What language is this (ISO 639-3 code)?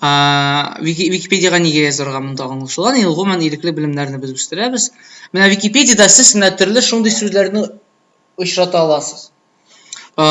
tat